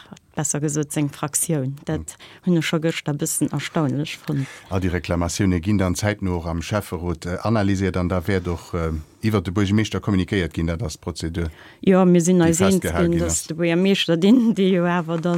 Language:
Luxembourgish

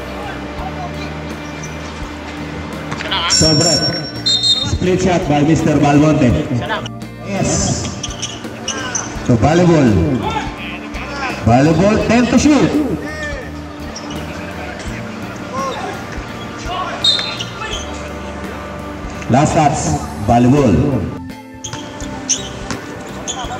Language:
Filipino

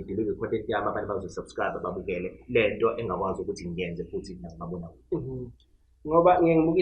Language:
Zulu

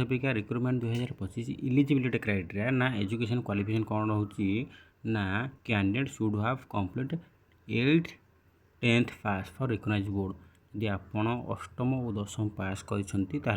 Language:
Odia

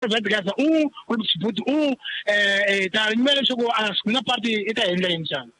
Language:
Tsonga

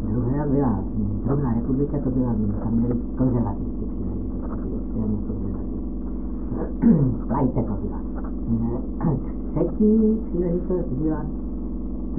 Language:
Czech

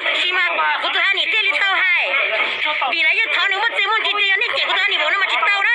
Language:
Hmong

